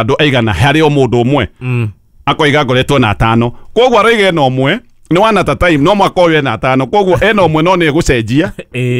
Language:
Kikuyu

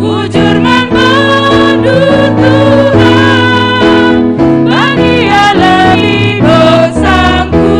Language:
Batak Karo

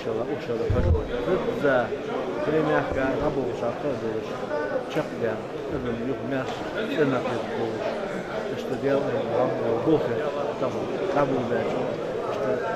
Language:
Ingush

